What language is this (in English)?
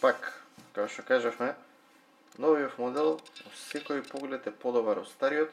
Macedonian